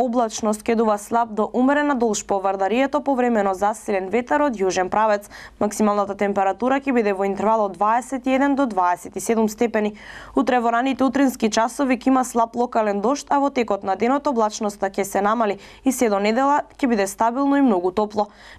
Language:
Macedonian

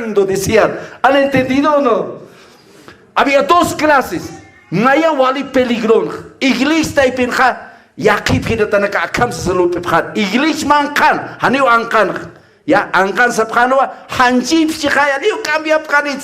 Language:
Aymara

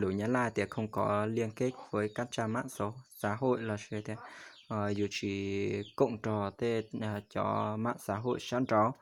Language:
Hmong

